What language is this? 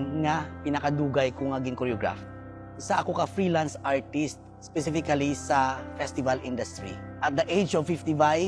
Hiligaynon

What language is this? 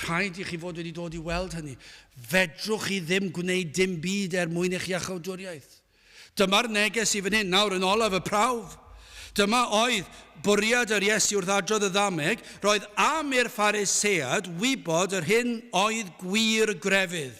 Welsh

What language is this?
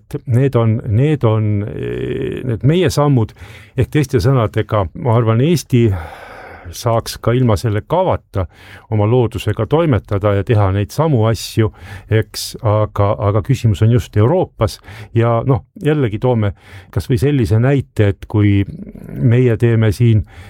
Estonian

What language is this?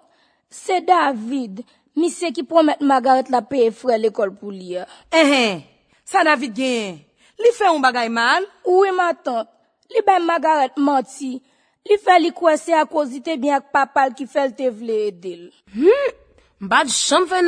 Haitian Creole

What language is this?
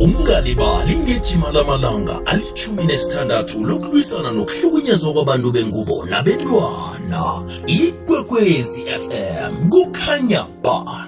South Ndebele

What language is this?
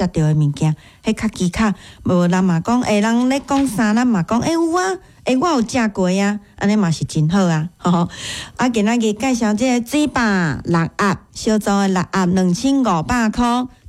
Min Nan Chinese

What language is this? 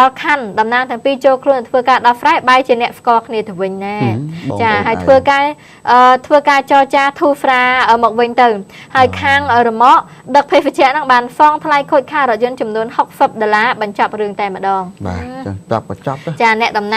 Khmer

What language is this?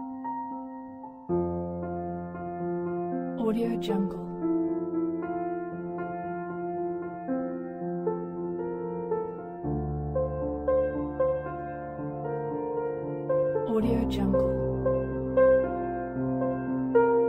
Filipino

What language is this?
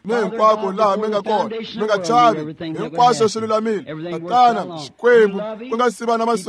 Tsonga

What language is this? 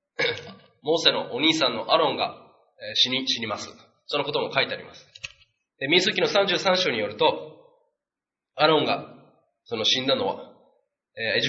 Japanese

